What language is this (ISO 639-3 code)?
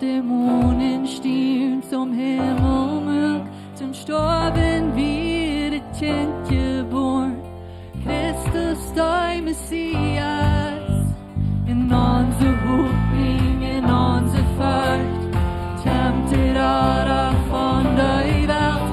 pdt